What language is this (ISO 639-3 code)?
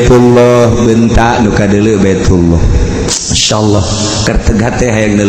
sun